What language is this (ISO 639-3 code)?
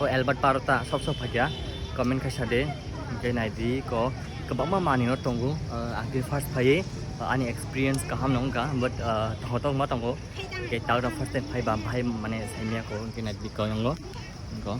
trp